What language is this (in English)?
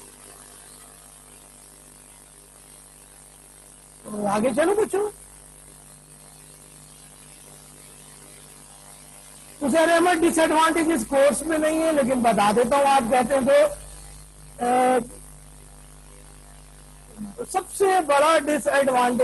Hindi